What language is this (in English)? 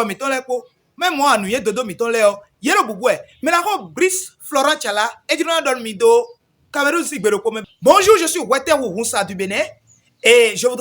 Fon